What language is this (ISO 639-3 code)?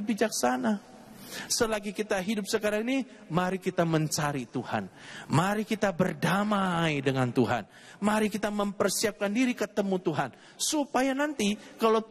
ind